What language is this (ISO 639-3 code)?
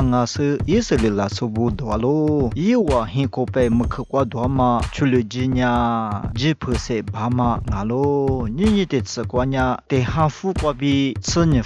lis